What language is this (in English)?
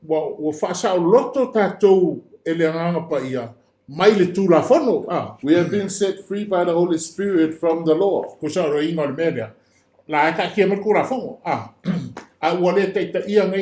Samoan